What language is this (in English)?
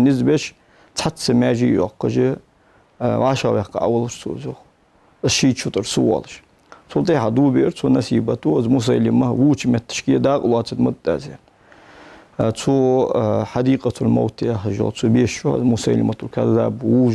Ingush